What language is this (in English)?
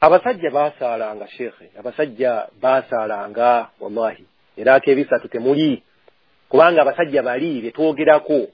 Ganda